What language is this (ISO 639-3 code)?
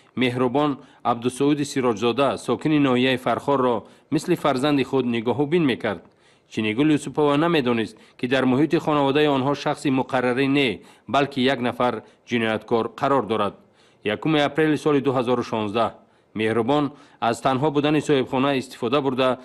tgk